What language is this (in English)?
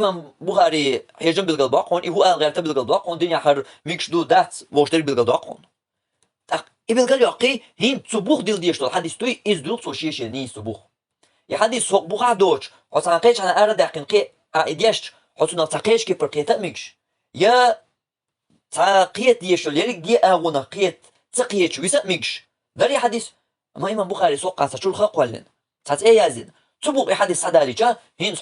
Chechen